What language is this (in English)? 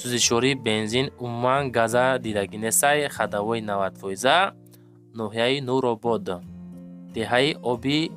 Tajik